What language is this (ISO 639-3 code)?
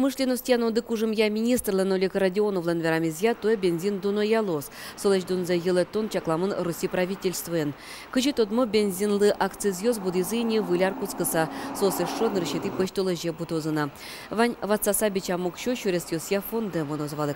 udm